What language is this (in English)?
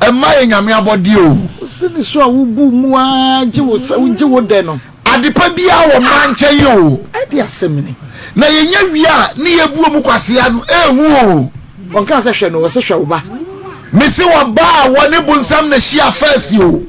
Akan